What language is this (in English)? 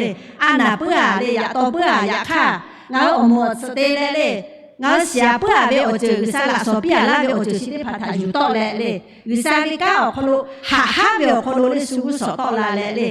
Lahu